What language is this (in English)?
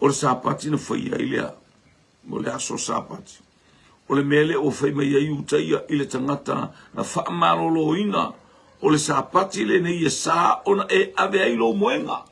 Samoan